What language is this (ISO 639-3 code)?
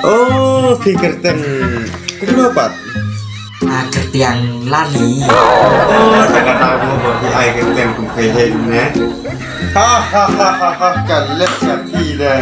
kha